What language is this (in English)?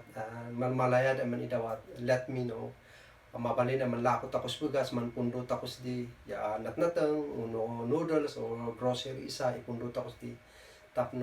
Kankanaey